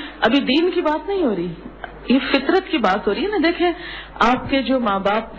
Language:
Urdu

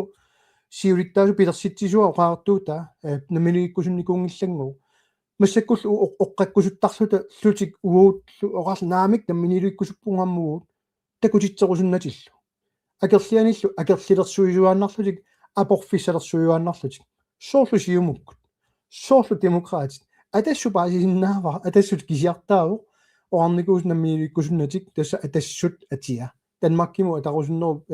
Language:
Kalaallisut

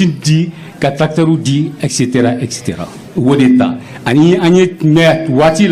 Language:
Bambara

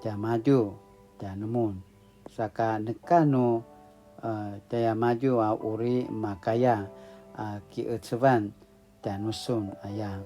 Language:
Paiwan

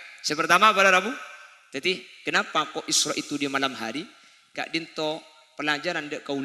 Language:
Madurese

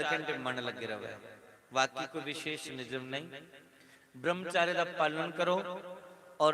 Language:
Dogri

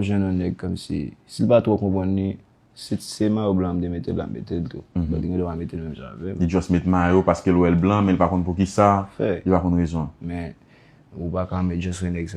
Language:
Haitian Creole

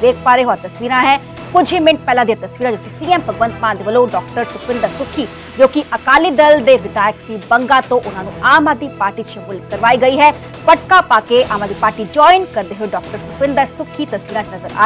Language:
Punjabi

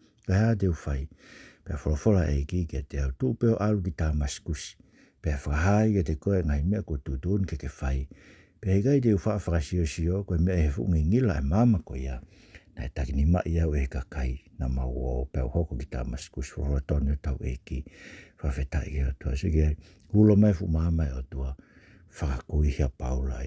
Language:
Tongan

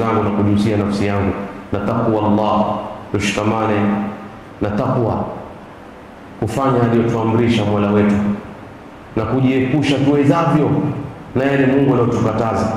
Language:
Swahili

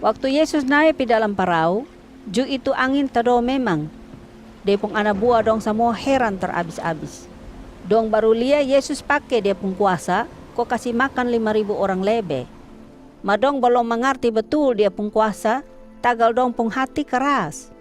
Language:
Kupang Malay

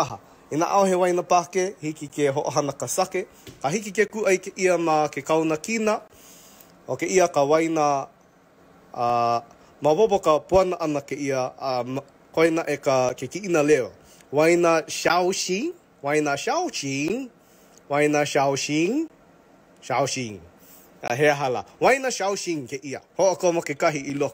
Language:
Hawaiian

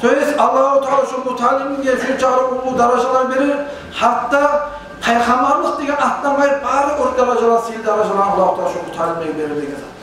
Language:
Kumyk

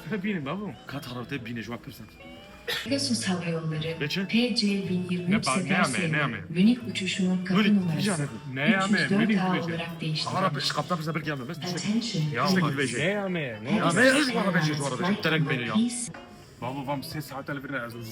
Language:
Kurdish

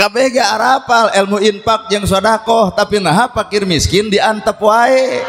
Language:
Sundanese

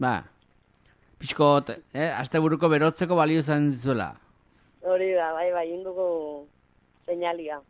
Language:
Basque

